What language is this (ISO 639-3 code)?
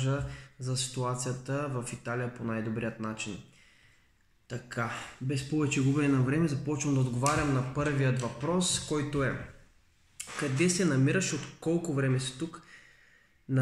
bul